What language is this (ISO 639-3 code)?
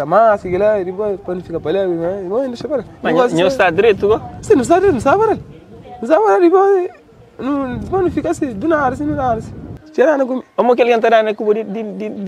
kea